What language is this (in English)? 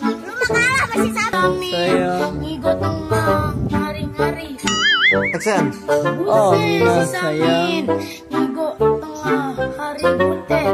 Betawi